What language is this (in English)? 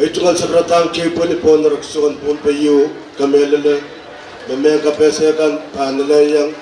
Pohnpeian